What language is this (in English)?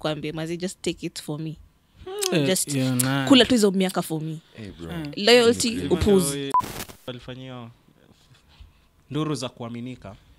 Swahili